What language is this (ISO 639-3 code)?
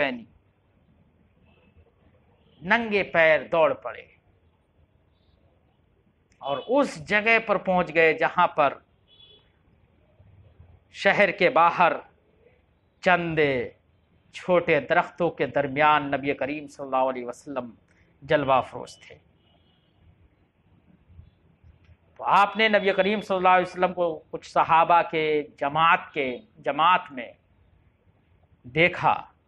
urd